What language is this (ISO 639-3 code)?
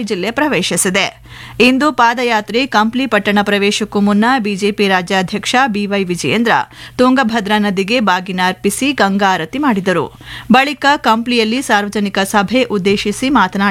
kan